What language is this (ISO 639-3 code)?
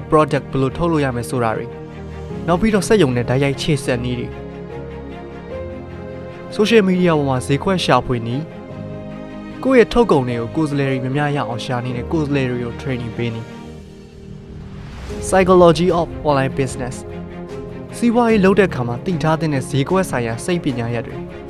mya